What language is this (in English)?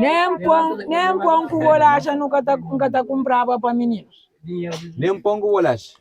Kabuverdianu